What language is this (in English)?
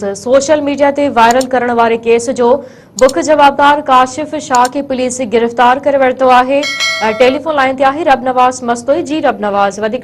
Sindhi